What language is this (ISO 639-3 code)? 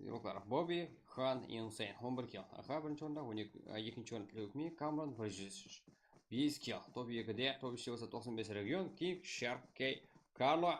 kaa